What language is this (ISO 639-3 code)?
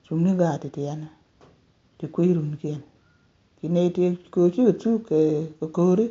nus